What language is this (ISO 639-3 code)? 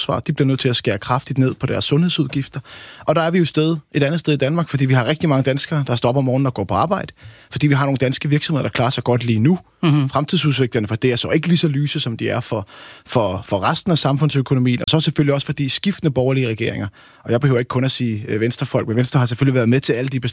dan